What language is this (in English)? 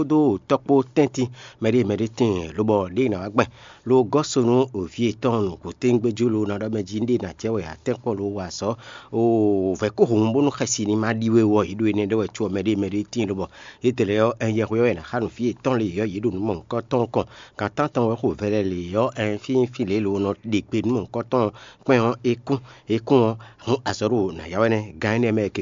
Fon